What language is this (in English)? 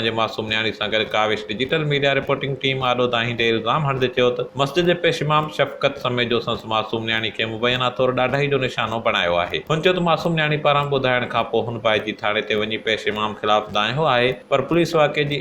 Sindhi